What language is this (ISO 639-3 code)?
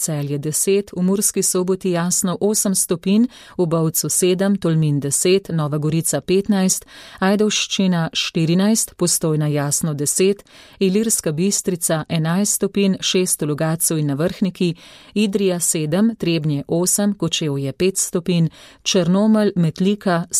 slv